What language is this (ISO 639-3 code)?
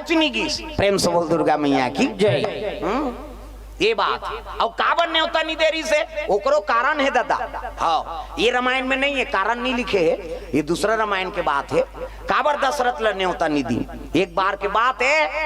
hne